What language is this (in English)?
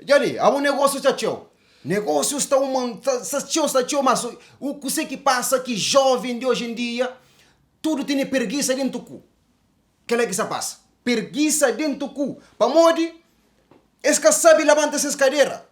Kabuverdianu